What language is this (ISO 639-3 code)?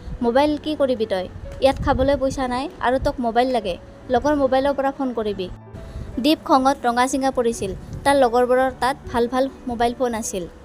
asm